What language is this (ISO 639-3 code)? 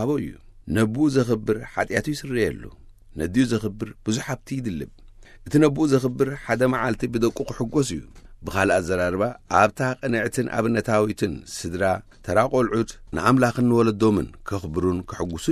tir